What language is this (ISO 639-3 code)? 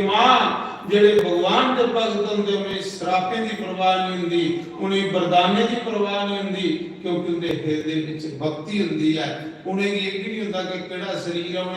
doi